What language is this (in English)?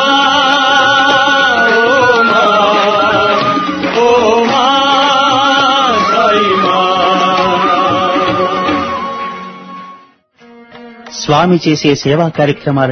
Telugu